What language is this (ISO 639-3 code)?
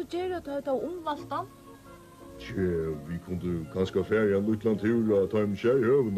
fao